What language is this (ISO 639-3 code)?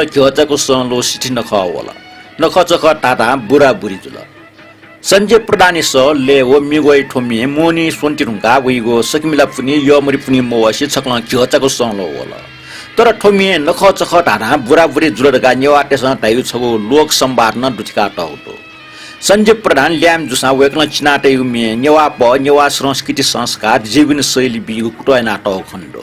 new